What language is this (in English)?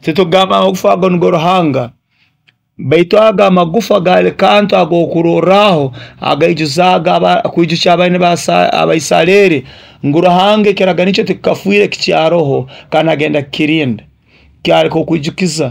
Nyoro